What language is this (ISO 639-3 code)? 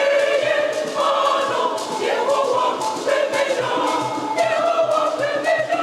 ewe